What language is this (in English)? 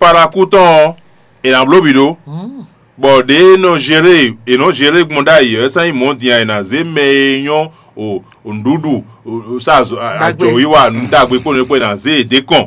Fon